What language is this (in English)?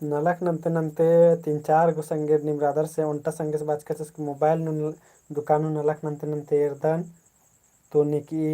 Kurukh